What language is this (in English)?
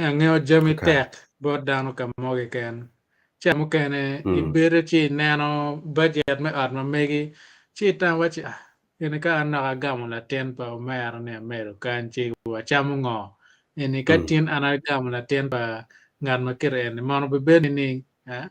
Acoli